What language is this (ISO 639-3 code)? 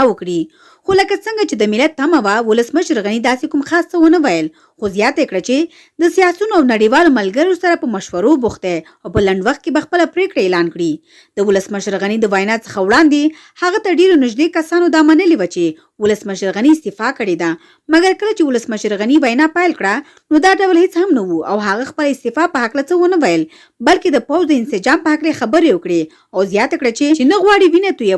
pus